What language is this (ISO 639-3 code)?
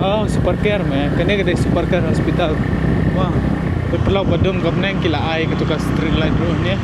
kha